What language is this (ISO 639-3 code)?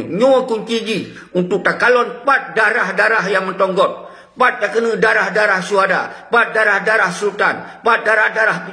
ace